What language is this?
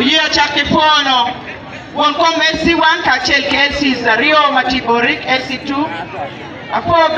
Acoli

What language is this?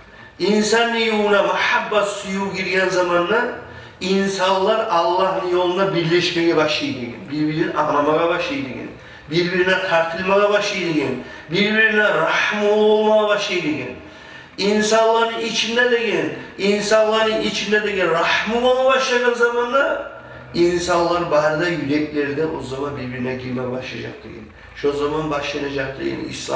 Kumyk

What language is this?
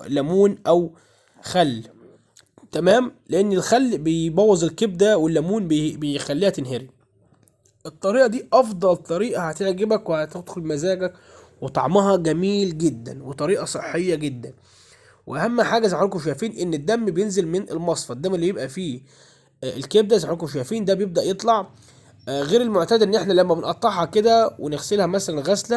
Egyptian Arabic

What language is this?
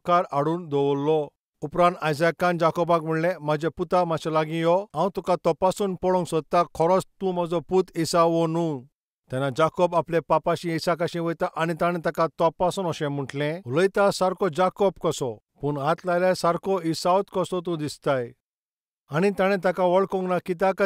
Konkani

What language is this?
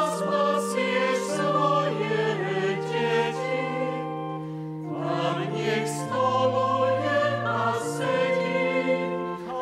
Slovak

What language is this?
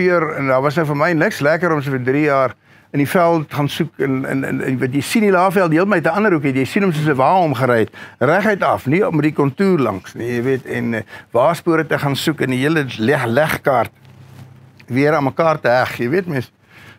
Afrikaans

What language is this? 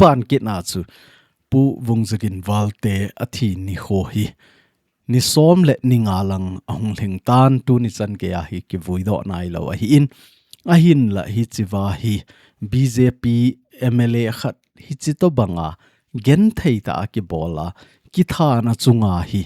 Thado Chin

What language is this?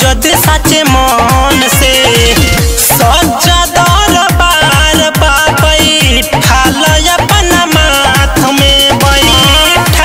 Bhojpuri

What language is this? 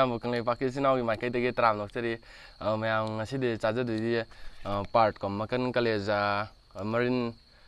Manipuri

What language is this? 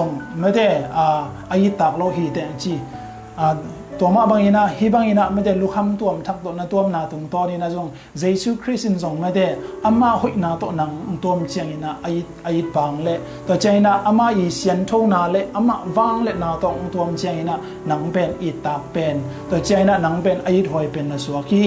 Tedim Chin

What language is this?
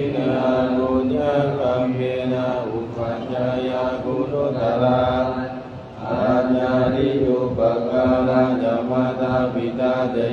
Pali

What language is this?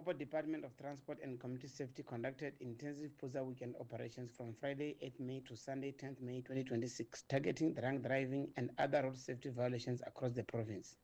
Tsonga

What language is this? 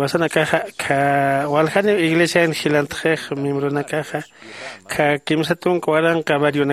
Aymara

